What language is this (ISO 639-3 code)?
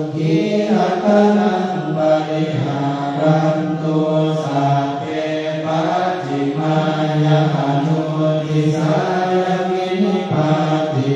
pli